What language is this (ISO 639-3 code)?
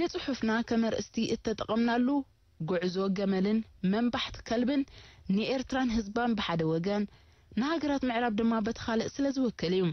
tir